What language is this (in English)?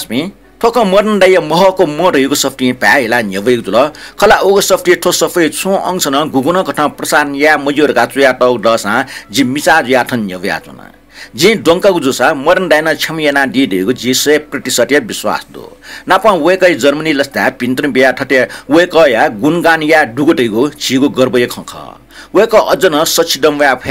Newari